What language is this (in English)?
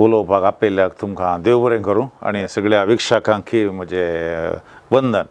Konkani